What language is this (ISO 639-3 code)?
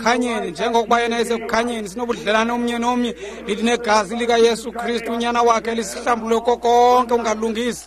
xho